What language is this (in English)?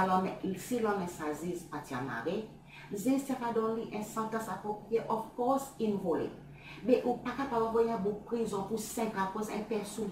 Seselwa Creole French